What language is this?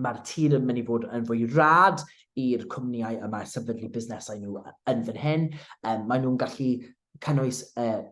Welsh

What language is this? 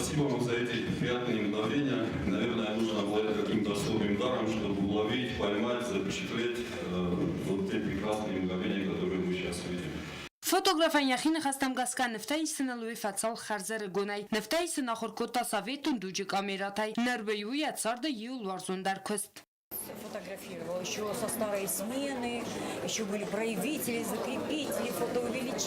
Ossetic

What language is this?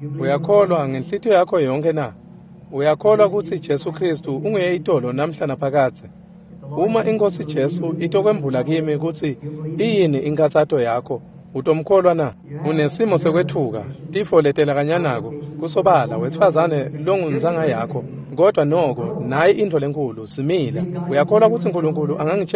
Swati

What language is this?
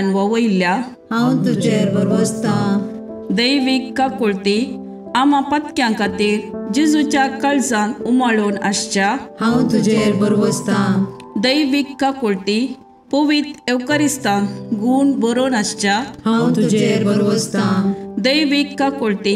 Konkani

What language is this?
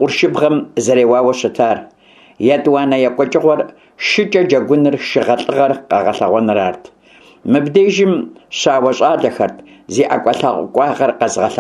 Kabardian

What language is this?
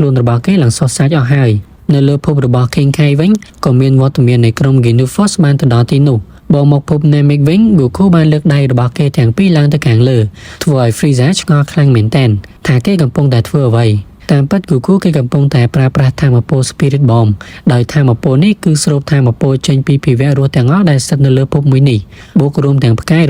Khmer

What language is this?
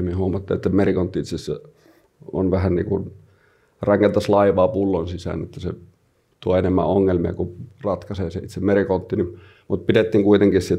Finnish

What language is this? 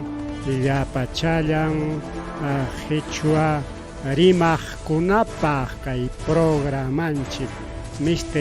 Ayacucho Quechua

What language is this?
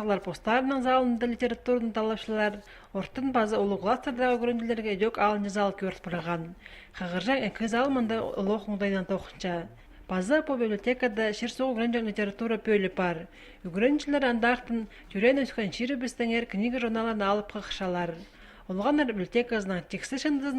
Khakas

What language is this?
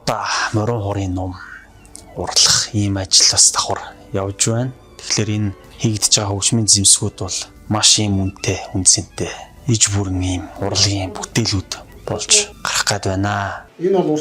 Mongolian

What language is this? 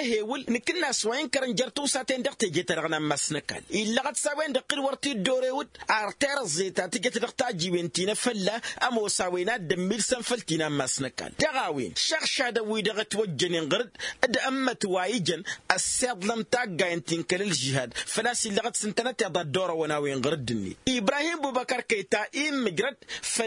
Tamasheq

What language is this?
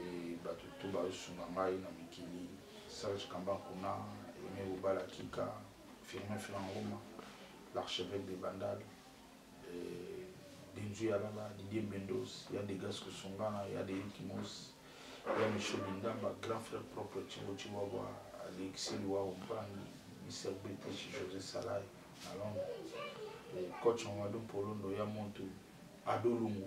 Lingala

